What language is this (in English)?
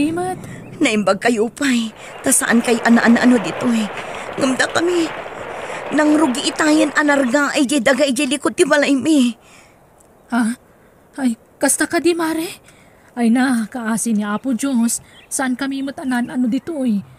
Iloko